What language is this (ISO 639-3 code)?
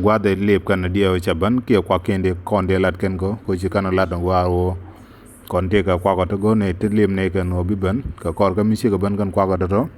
nus